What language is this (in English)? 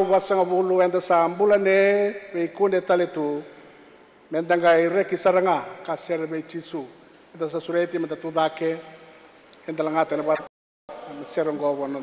Fijian